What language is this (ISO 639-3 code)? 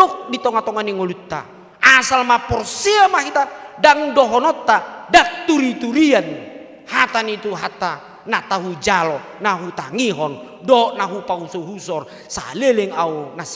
bbc